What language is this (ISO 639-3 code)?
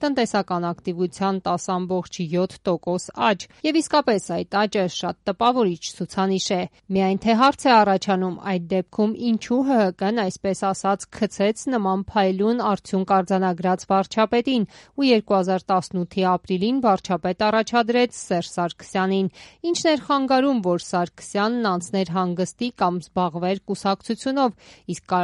hye